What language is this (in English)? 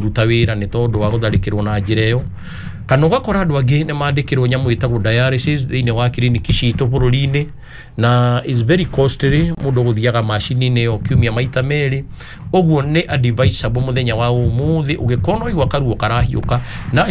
Kikuyu